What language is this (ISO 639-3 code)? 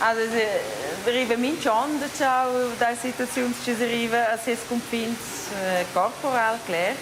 roh